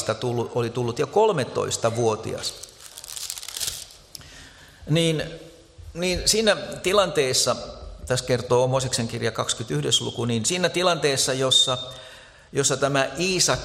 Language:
Finnish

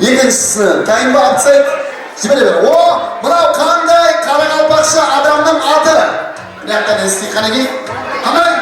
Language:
Kara-Kalpak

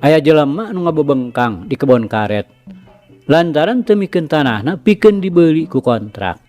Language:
Sundanese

